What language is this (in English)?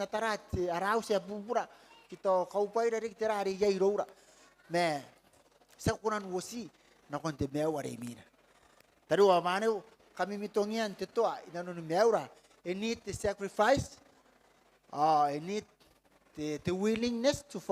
Gilbertese